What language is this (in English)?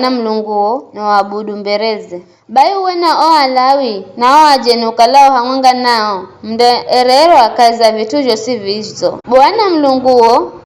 Giryama